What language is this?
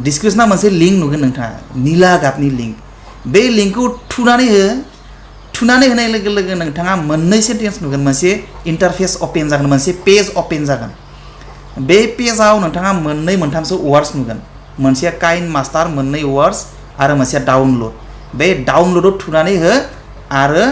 Bodo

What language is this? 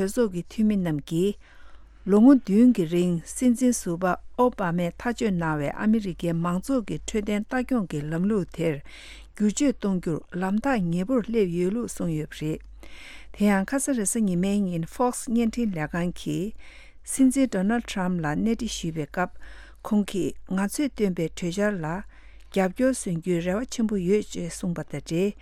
Tibetan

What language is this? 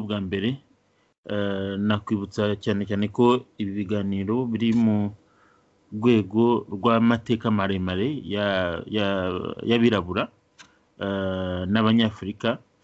Kinyarwanda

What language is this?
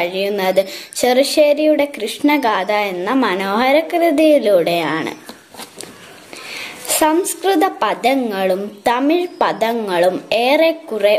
Malayalam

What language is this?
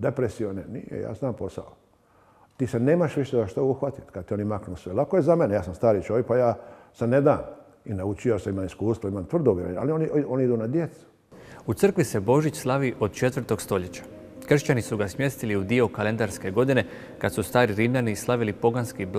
Croatian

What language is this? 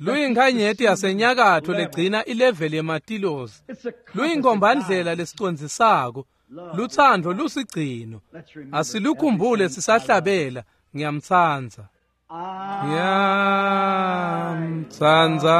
Swati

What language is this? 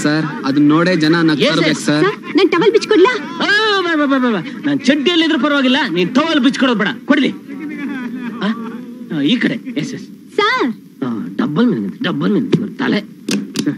Kannada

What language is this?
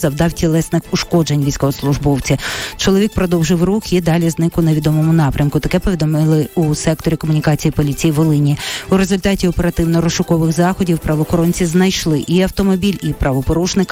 Ukrainian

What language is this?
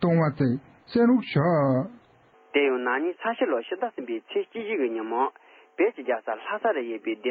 Tibetan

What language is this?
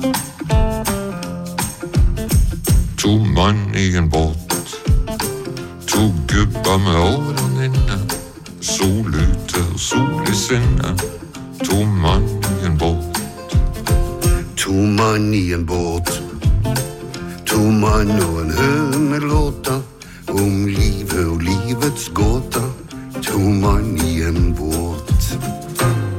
Norwegian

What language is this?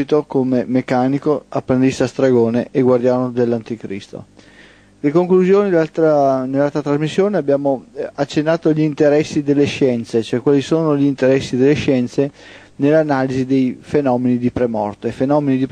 Italian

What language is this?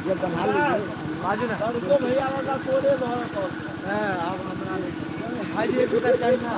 Maithili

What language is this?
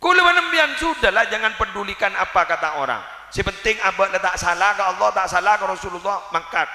Madurese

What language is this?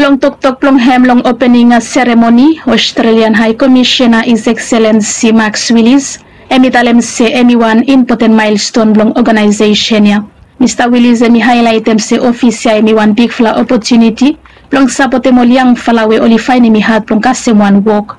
Bislama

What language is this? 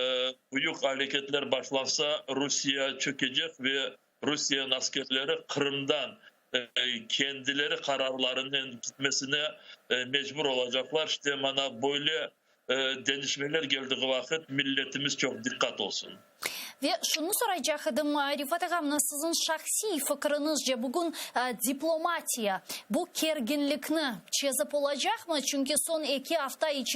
Crimean Tatar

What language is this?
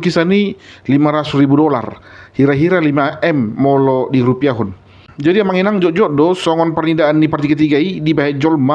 Batak Toba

